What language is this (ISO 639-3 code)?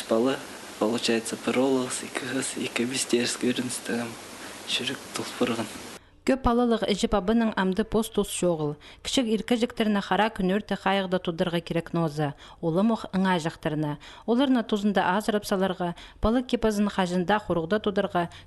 kjh